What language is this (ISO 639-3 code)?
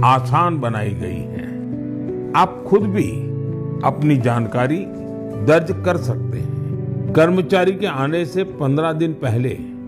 hin